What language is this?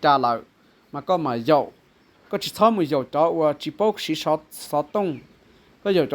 Hmong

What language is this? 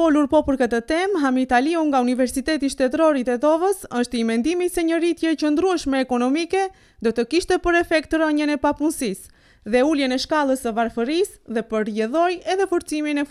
Albanian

